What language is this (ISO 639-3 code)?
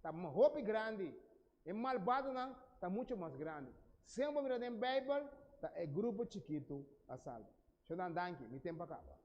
pap